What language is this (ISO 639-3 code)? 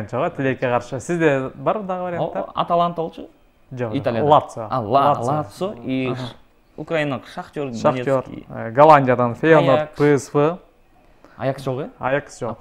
kir